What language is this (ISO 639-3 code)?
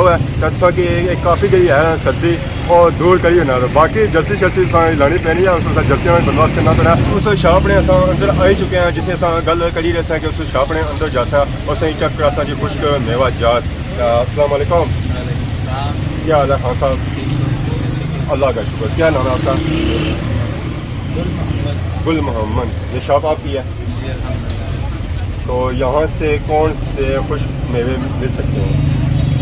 phr